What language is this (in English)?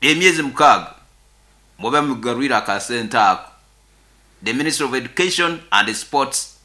Nyoro